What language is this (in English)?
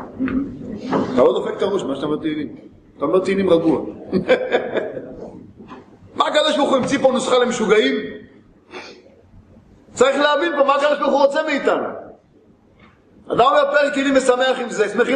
Hebrew